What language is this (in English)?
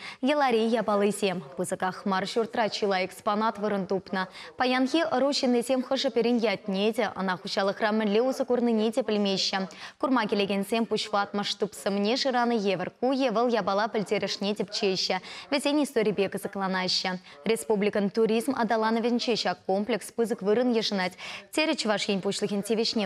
Chuvash